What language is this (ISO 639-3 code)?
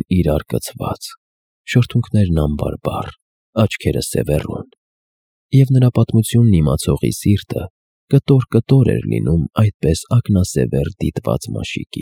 hye